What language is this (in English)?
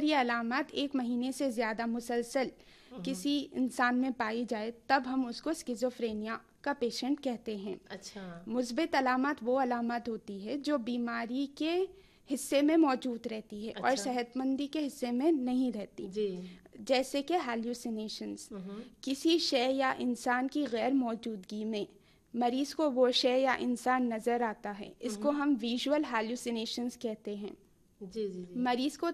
Urdu